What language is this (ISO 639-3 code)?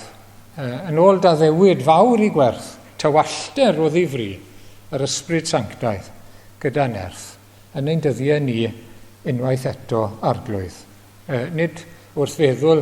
cym